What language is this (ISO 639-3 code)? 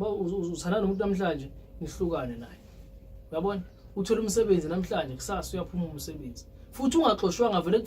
zul